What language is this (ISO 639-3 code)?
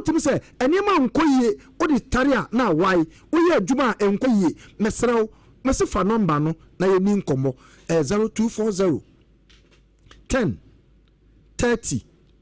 aka